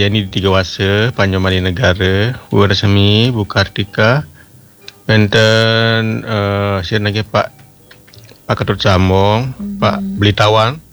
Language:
Balinese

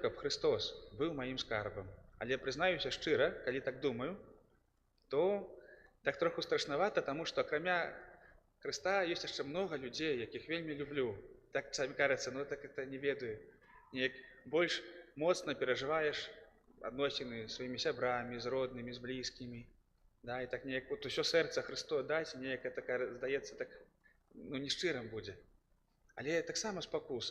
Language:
Belarusian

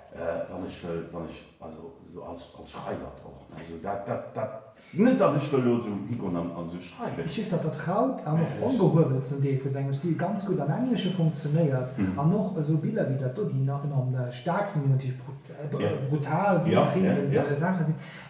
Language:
Luxembourgish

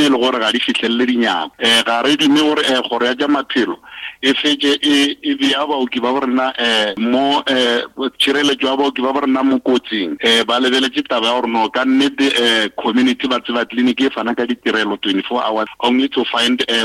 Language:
Northern Sotho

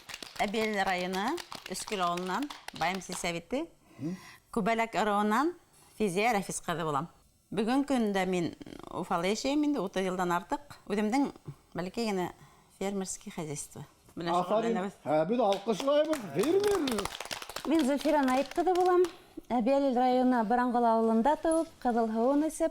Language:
Bashkir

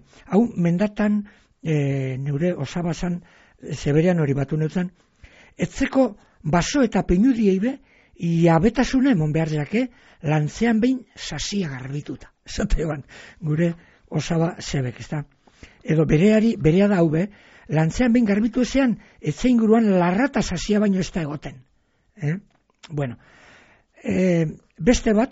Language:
Basque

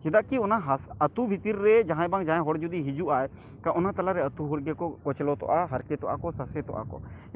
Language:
Santali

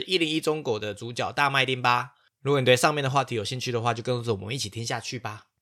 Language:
Chinese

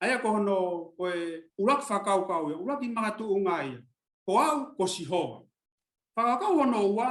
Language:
Tongan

